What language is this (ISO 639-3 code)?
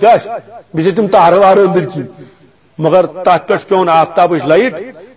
kas